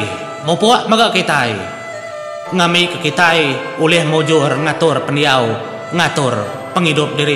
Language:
Iban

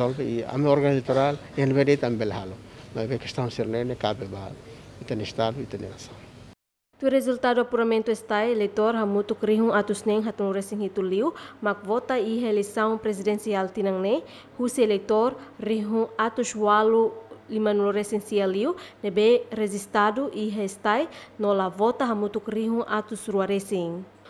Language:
Tetum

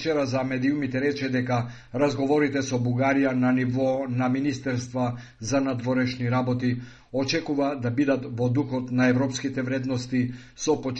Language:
Macedonian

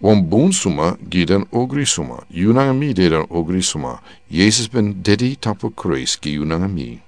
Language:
Sranan Tongo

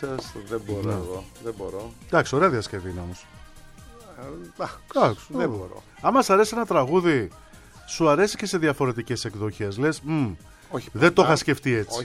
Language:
Greek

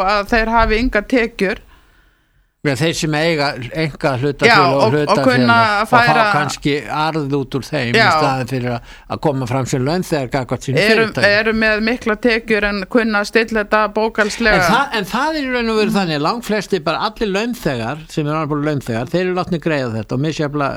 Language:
Icelandic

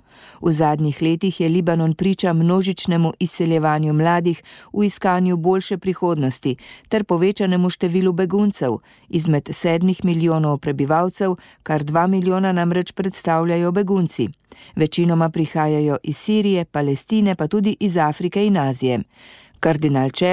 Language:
Slovenian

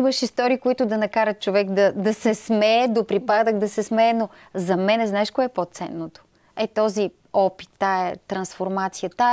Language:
Bulgarian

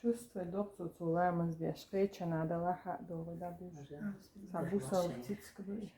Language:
Chechen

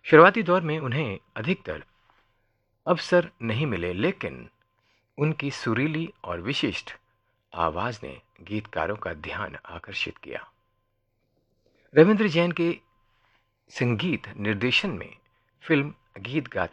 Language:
Hindi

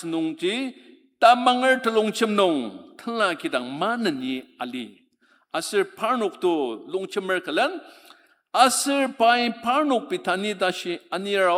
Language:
Ao Naga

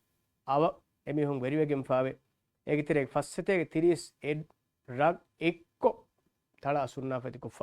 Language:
Divehi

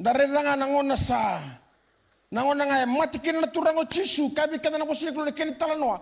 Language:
Fijian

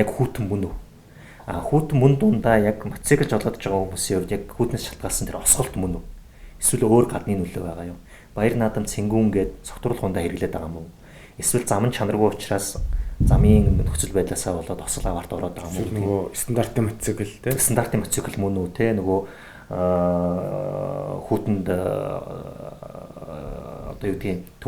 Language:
Mongolian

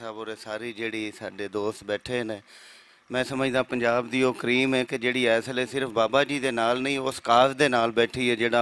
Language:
Western Panjabi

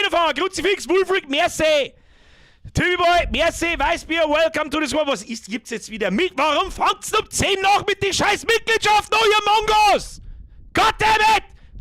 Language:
Bavarian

